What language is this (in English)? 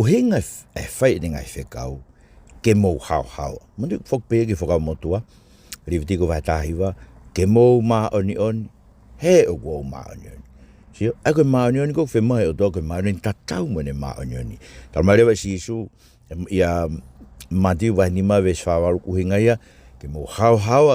Tongan